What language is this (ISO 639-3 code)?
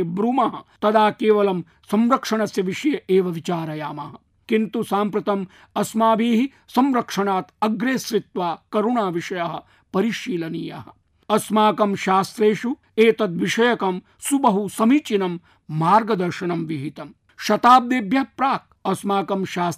san